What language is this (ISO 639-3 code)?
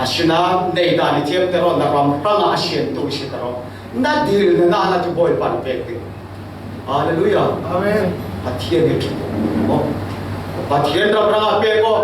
cfm